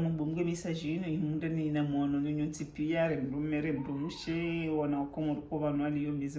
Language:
Ngazidja Comorian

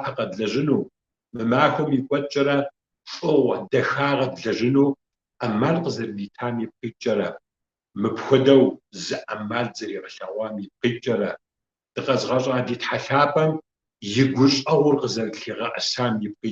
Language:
Kabardian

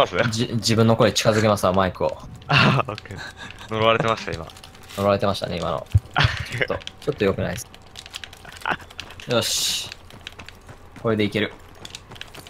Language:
Japanese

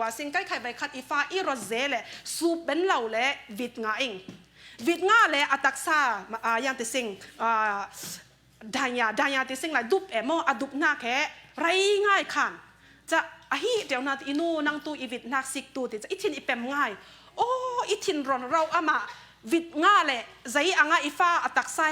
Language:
Falam Chin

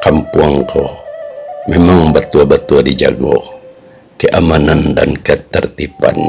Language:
Minangkabau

